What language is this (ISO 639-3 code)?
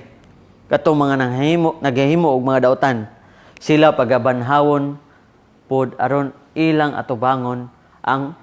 ceb